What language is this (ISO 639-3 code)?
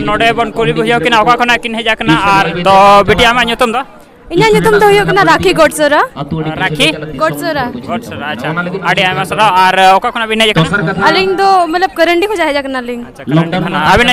sat